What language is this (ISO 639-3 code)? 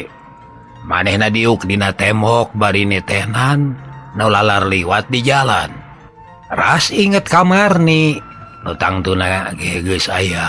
sun